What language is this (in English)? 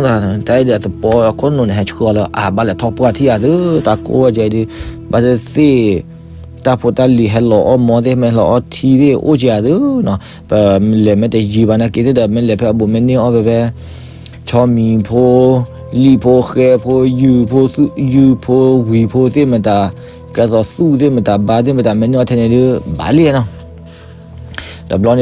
S'gaw Karen